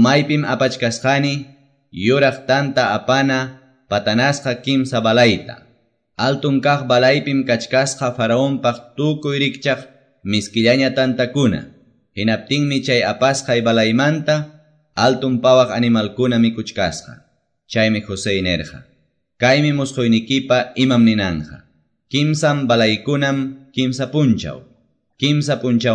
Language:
Quechua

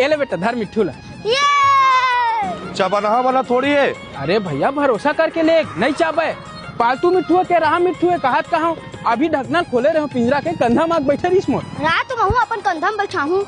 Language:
Chhattisgarhi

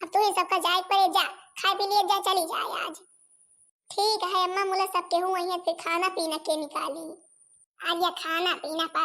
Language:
Awadhi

